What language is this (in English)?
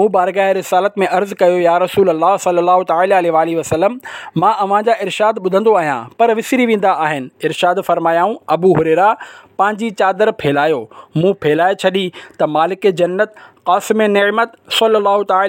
Sindhi